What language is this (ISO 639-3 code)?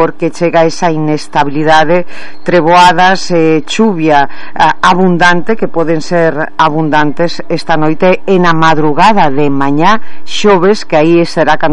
glg